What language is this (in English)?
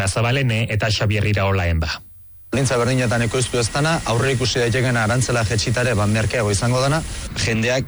Basque